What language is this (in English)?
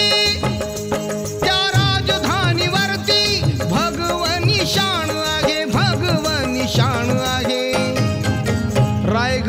Marathi